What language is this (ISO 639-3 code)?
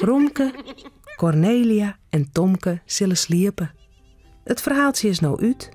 fry